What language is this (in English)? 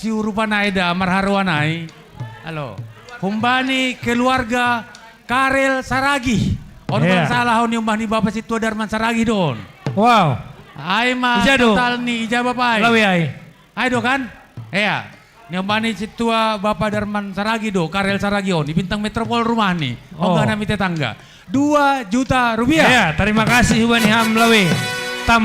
Batak Simalungun